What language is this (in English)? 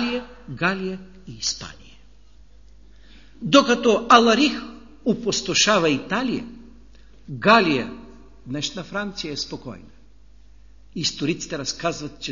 Bulgarian